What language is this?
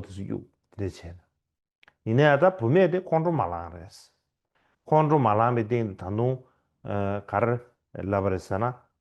Tibetan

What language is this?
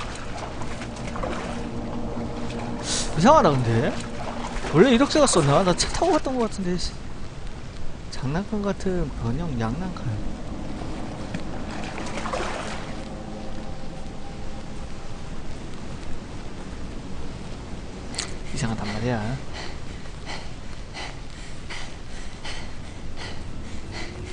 Korean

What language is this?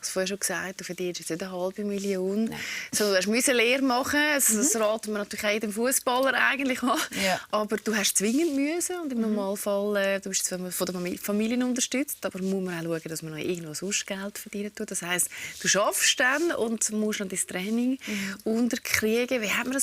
Swiss German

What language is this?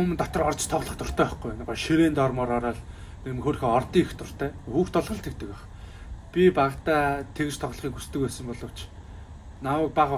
Mongolian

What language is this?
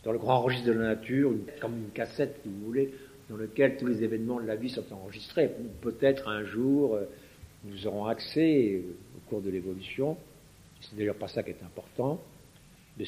French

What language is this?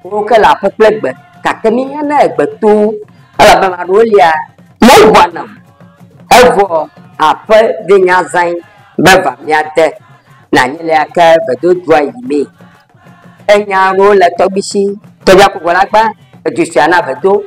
Ewe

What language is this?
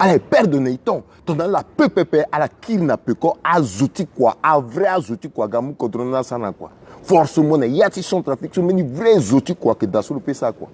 Sango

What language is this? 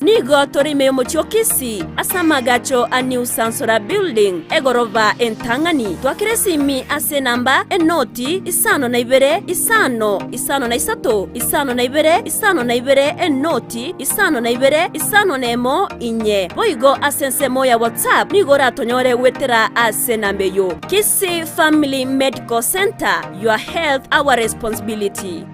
Gusii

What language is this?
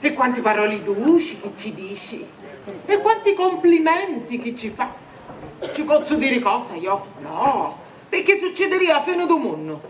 Sicilian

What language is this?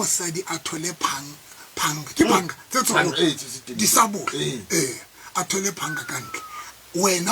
Tswana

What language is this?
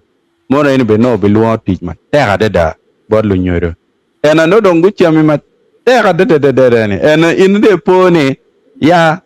Acoli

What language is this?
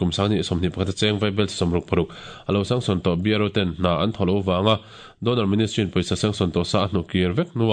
Mizo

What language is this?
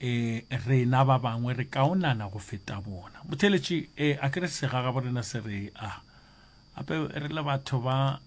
Northern Sotho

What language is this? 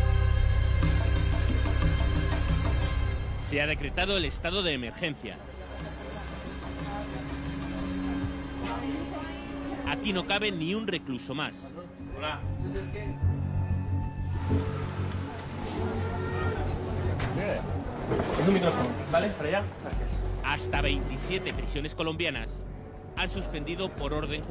Spanish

